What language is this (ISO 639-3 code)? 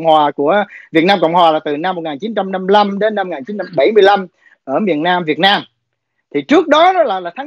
vie